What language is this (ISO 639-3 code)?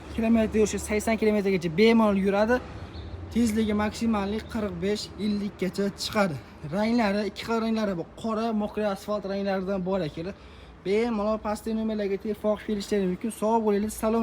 uzb